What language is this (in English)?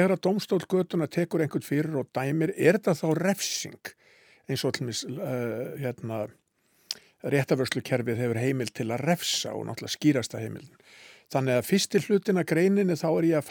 Icelandic